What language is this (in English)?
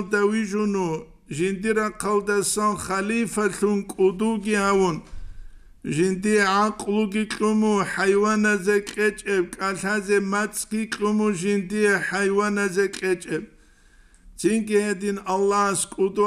Avaric